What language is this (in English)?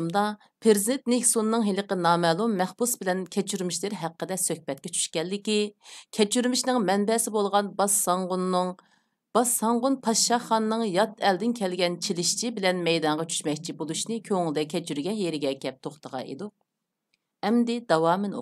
Uyghur